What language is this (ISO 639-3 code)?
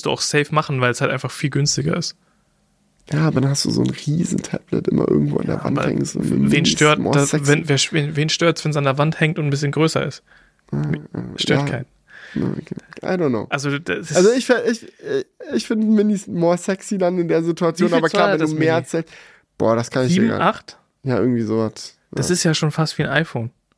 deu